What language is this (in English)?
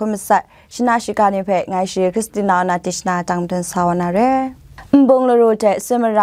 Kachin